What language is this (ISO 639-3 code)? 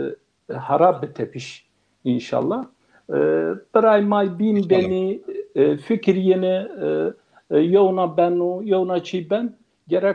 zza